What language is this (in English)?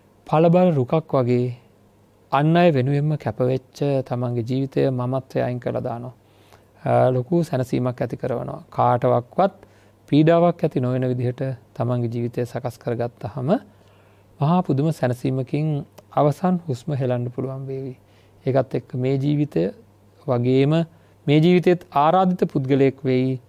Sinhala